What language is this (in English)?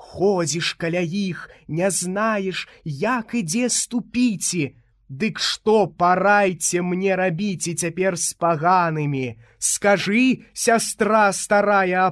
Belarusian